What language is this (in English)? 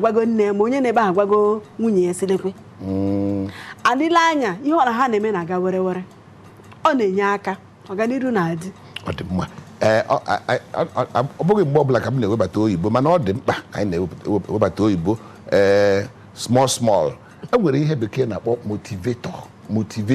Igbo